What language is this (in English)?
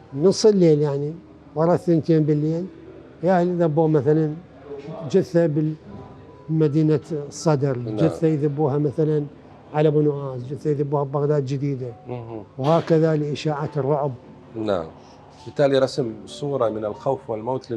Mesopotamian Arabic